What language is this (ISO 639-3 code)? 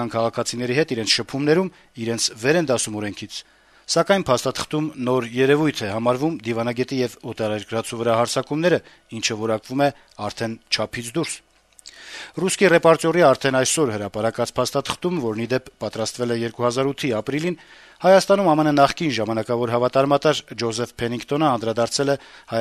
hye